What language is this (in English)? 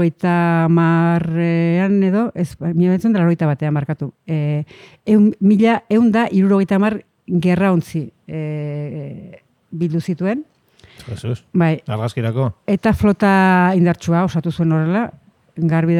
Basque